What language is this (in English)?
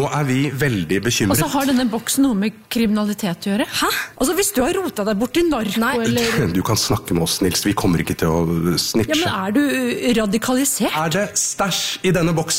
Norwegian